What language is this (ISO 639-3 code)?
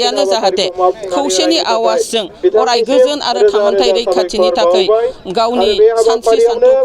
brx